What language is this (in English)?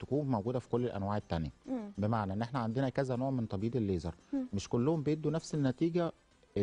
Egyptian Arabic